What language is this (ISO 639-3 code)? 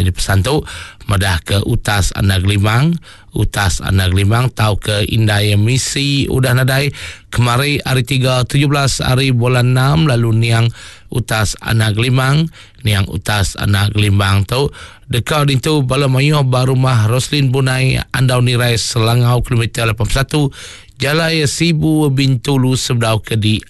iba